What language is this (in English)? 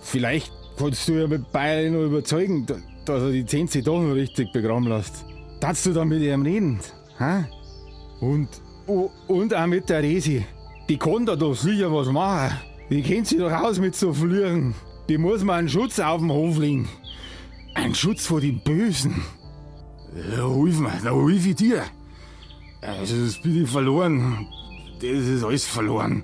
Bavarian